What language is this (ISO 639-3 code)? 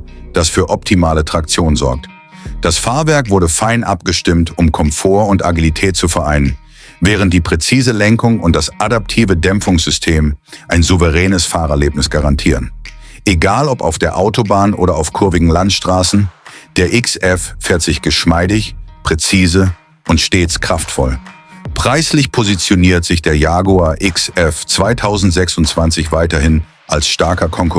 gsw